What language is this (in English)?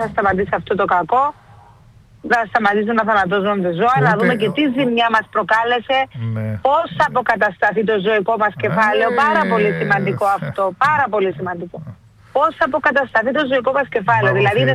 Greek